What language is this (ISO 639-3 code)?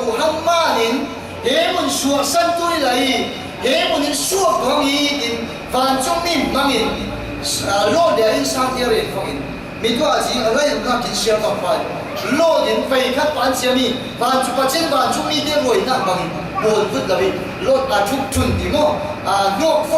cfm